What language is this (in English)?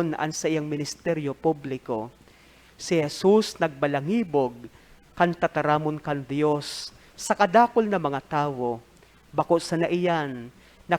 Bikol